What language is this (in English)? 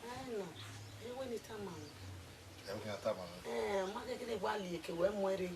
Bini